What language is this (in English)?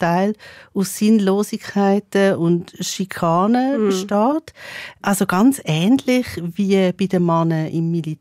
Swiss German